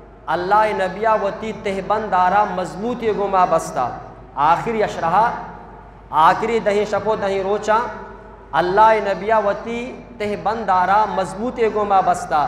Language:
Eastern Balochi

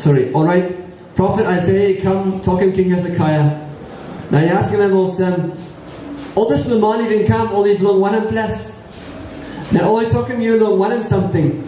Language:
Tok Pisin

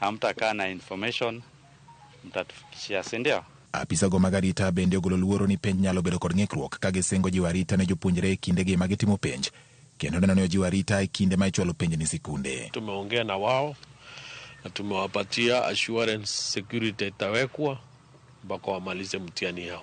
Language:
Luo (Kenya and Tanzania)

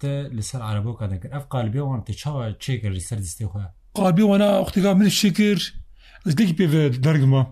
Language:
Kurdish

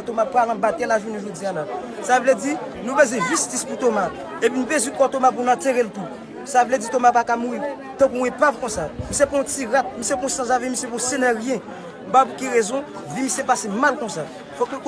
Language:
Haitian Creole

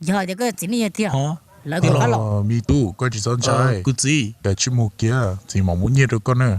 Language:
Hmong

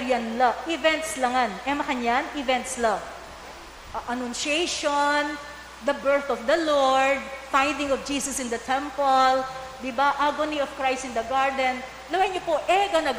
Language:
Pampanga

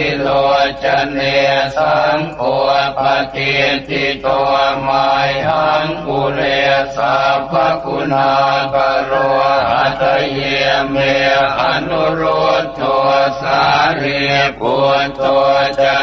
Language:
Pali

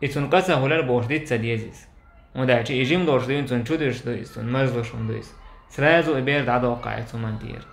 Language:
Chechen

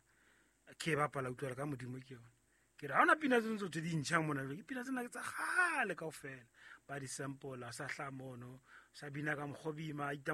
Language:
Southern Sotho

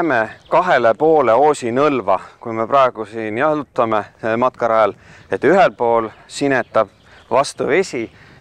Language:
Estonian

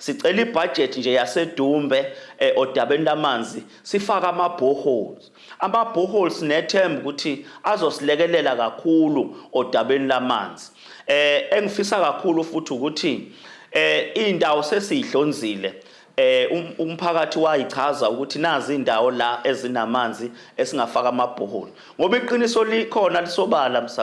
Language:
Zulu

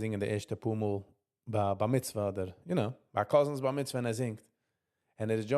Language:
Yiddish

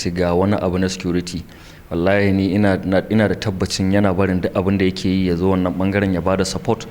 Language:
Hausa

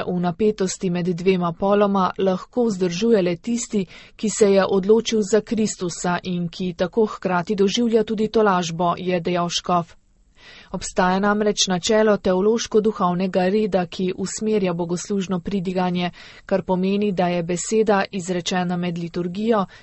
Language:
Slovenian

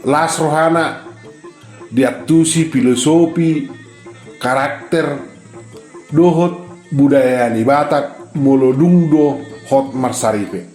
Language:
Batak Toba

